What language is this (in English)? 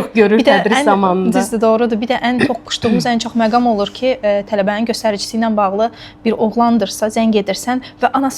Azerbaijani